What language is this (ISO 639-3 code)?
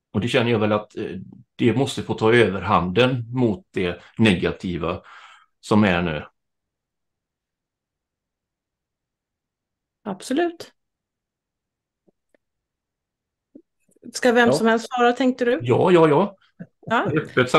swe